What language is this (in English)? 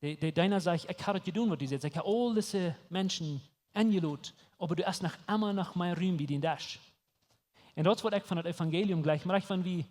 Plautdietsch